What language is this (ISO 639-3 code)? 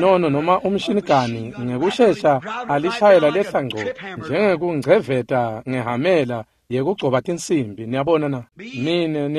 ssw